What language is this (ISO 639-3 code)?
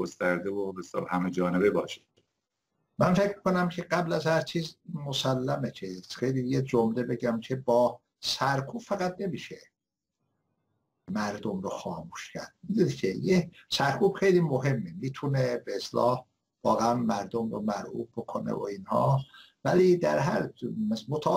fas